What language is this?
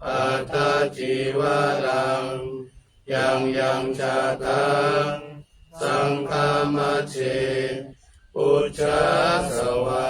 Pali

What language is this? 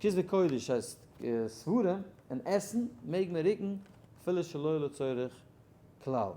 Yiddish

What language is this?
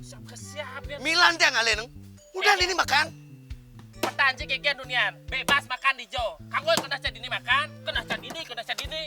Balinese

